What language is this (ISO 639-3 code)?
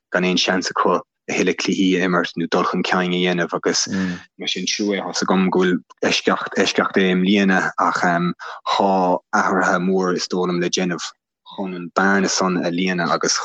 gle